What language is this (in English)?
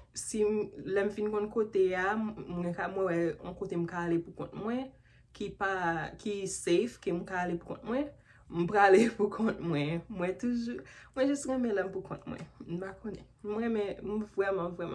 Haitian Creole